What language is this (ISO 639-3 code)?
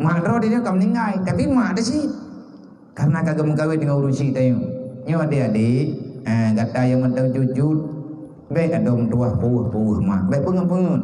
ace